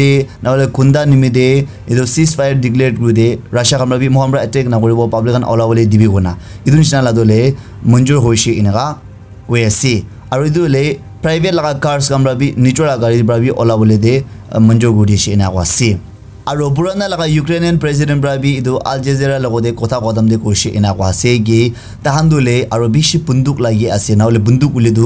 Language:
Naga Pidgin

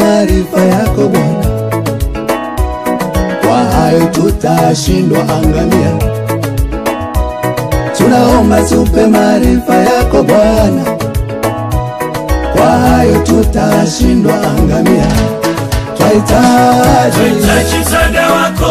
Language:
Swahili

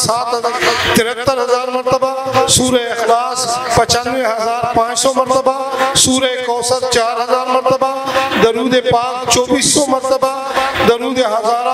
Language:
Urdu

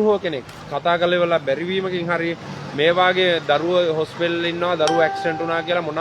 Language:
Sinhala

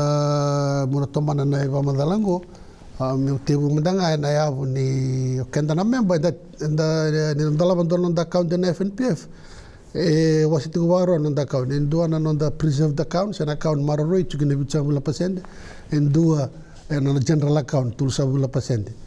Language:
Fijian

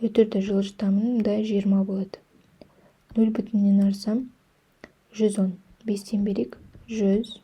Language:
Kazakh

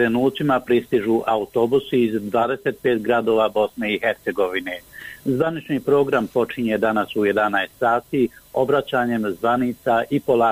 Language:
Bosnian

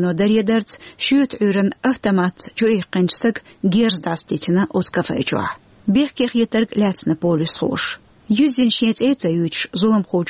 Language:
Chechen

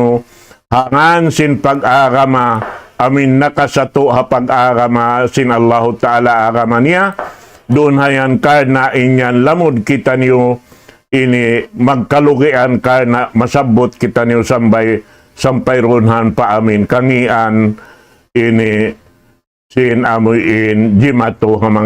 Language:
Tausug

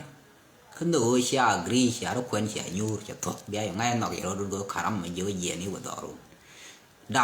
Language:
Nuer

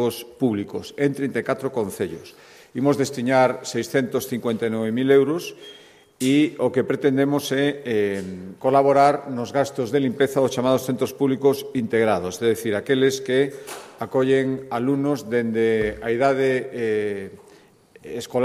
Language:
Galician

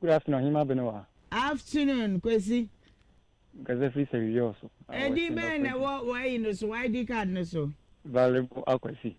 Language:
Akan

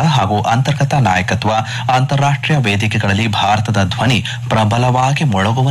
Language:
Kannada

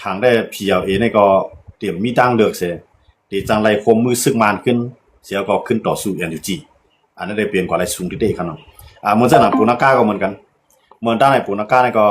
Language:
Shan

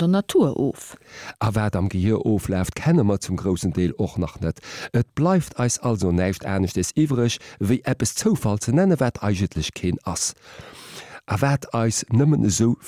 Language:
Luxembourgish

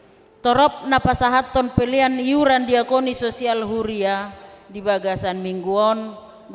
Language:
Batak Toba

